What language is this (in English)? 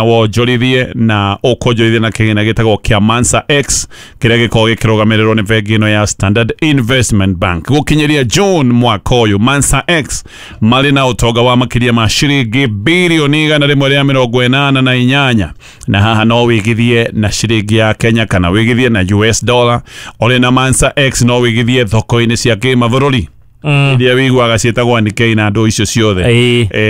Kikuyu